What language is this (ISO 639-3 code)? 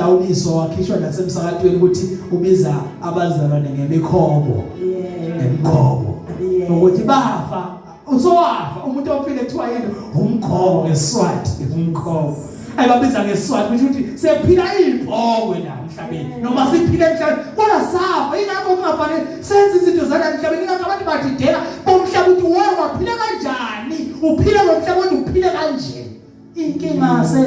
zul